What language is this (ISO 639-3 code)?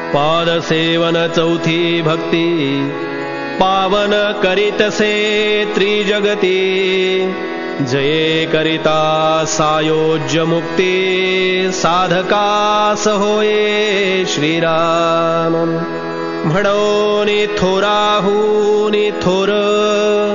mar